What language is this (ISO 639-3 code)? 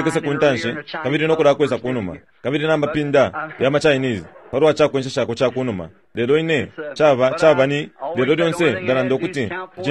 bem